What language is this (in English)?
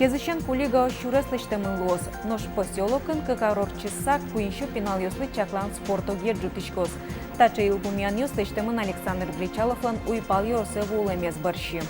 Udmurt